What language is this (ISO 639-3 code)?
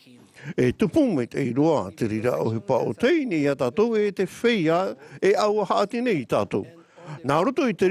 tah